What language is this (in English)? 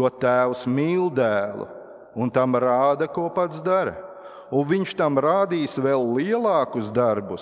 Latvian